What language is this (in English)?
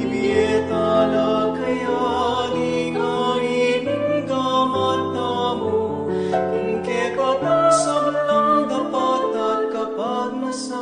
Pampanga